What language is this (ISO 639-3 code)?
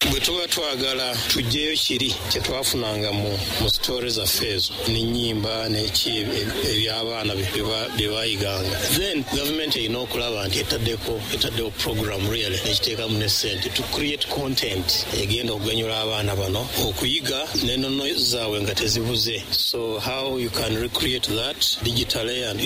lug